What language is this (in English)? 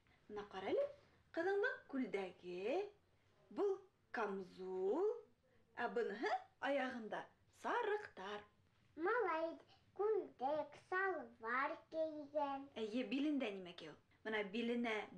Bashkir